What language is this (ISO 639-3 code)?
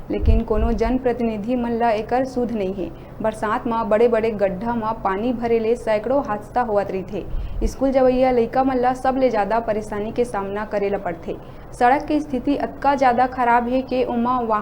hne